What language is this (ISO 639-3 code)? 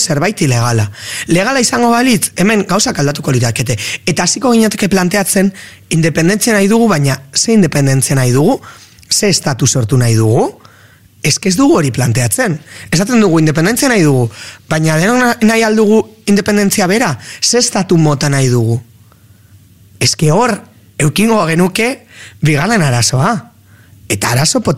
eus